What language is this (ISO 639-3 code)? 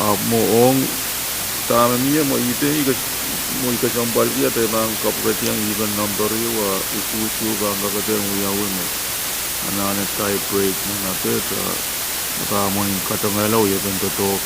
pon